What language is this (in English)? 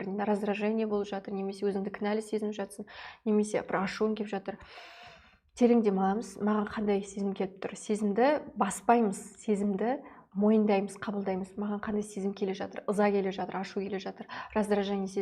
Kazakh